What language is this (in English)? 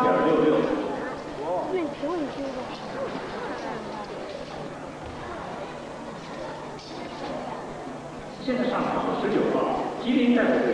Chinese